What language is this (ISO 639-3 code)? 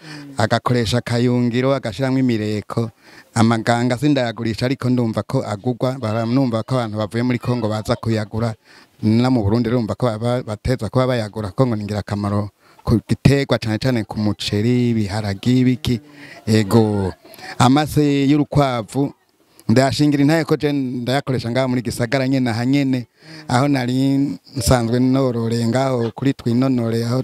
run